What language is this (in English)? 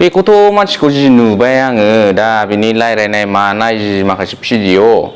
Bodo